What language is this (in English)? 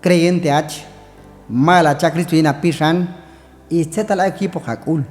Q'anjob'al